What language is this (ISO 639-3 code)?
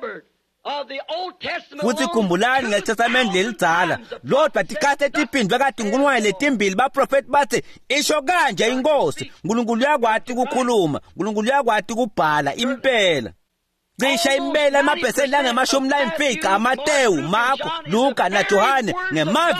ssw